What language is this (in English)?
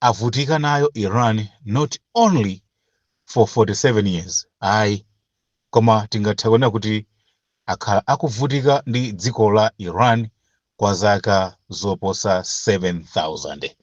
Nyanja